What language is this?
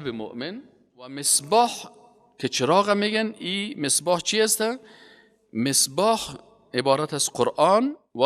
Persian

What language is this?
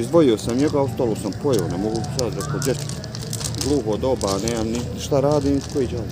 Bosnian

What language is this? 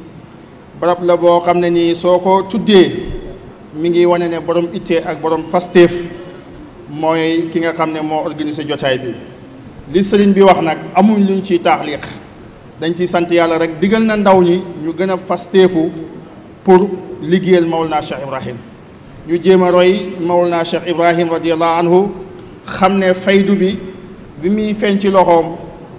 Wolof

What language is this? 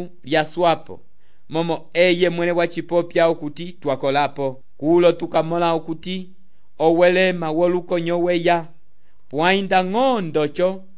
Umbundu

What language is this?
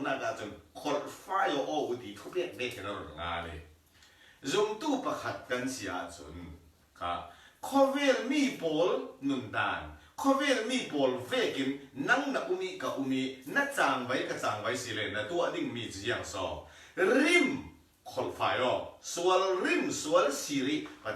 Falam Chin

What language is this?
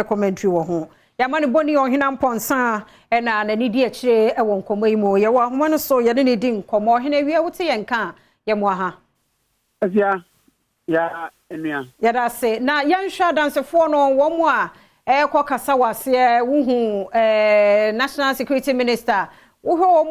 Akan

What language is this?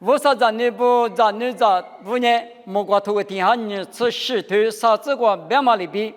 Lisu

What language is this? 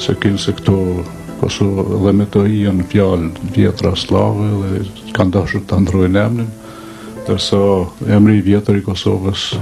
Albanian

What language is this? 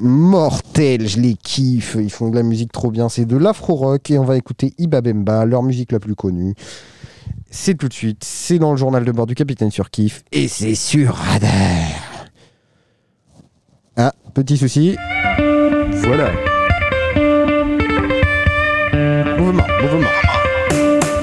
French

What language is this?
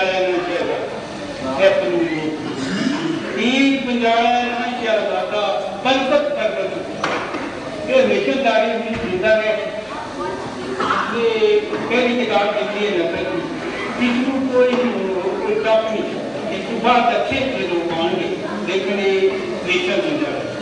Urdu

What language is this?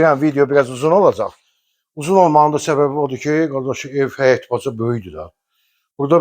Azerbaijani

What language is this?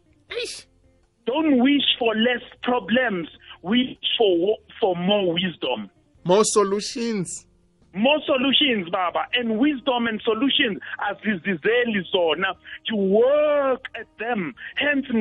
South Ndebele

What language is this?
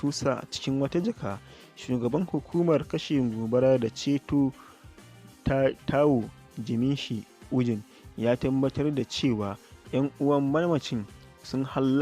Hausa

